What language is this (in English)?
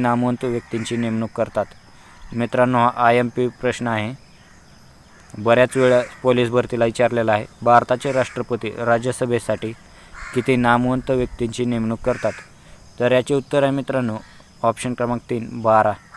Marathi